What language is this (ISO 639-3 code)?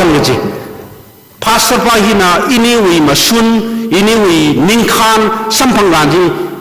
nmf